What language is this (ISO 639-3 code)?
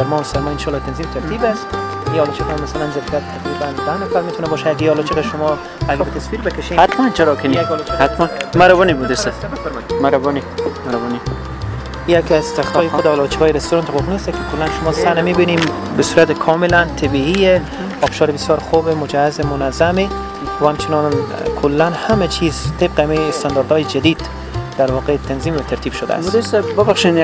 fas